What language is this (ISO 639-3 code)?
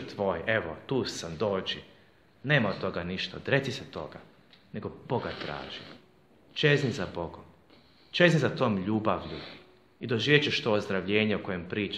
hrv